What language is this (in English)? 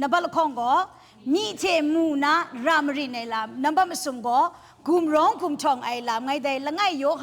Kachin